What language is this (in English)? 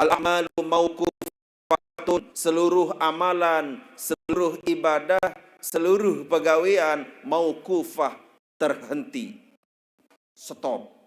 Sasak